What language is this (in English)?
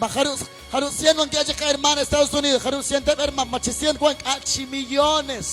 Kekchí